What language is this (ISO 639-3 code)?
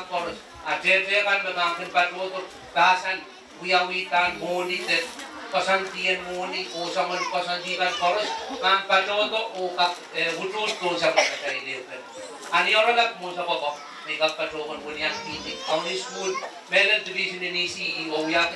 pon